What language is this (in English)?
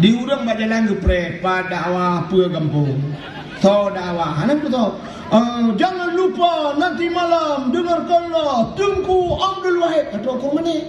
Achinese